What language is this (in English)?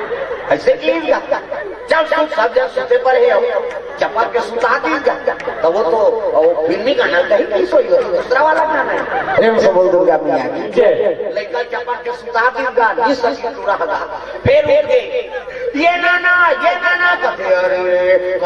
Chhattisgarhi